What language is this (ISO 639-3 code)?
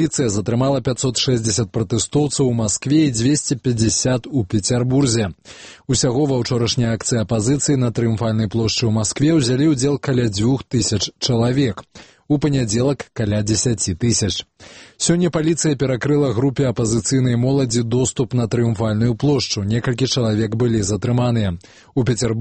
bel